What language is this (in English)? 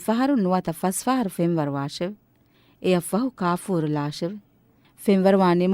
Divehi